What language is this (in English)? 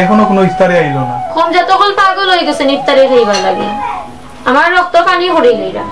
Sylheti